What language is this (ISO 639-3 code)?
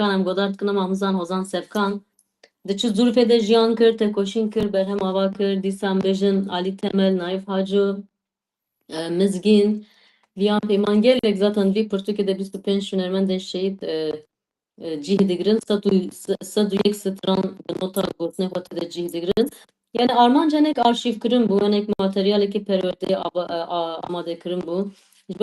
kur